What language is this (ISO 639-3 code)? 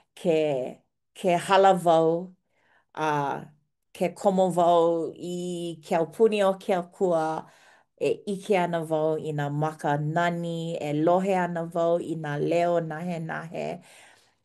haw